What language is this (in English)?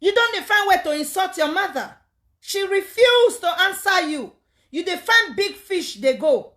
Nigerian Pidgin